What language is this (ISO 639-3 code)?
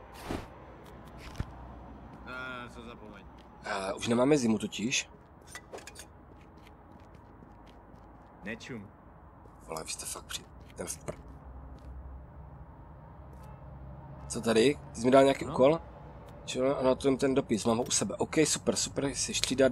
ces